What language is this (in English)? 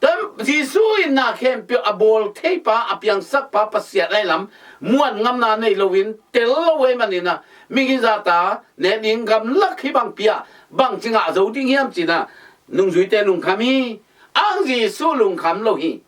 Tedim Chin